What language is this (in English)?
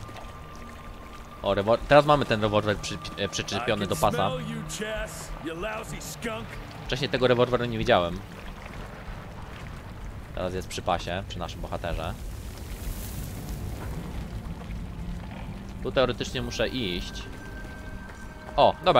Polish